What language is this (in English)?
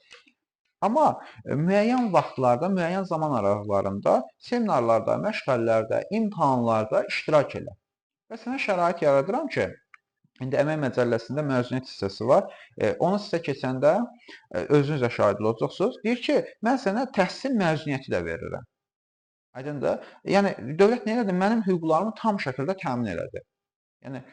Azerbaijani